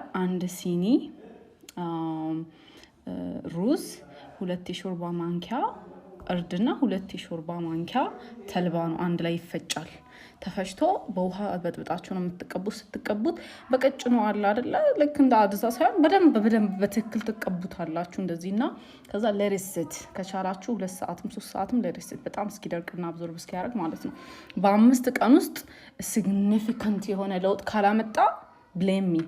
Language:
Amharic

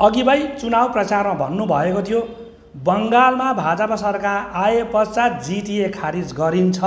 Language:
Nepali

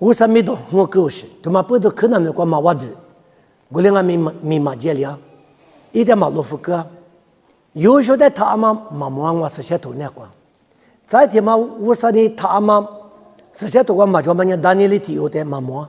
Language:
Lisu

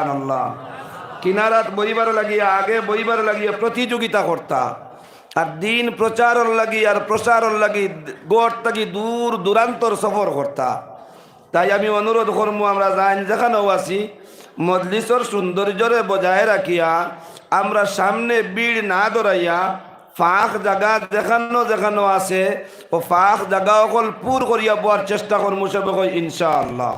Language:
Sylheti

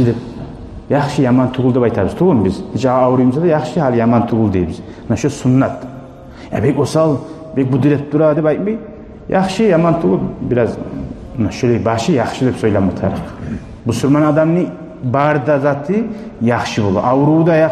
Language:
Kumyk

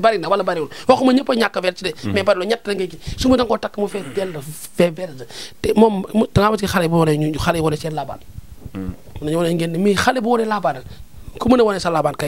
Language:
Wolof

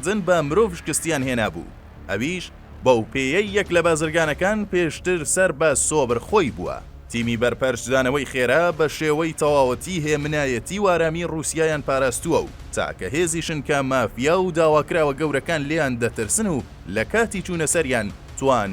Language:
Central Kurdish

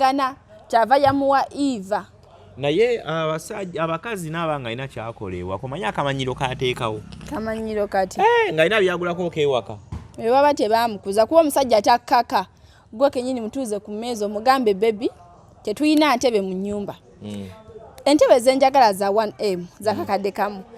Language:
Ganda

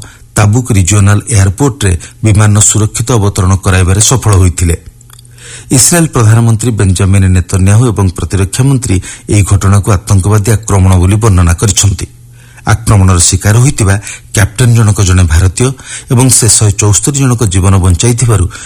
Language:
Odia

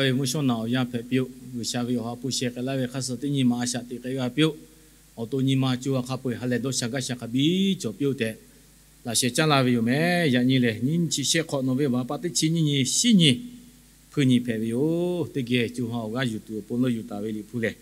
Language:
Lahu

